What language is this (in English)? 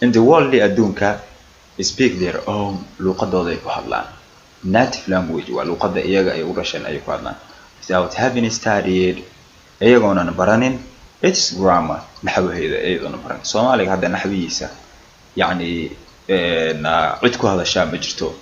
Somali